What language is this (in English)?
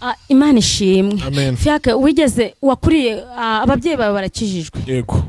Kinyarwanda